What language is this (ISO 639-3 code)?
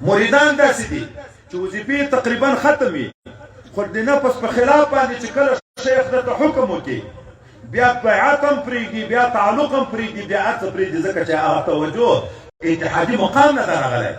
pus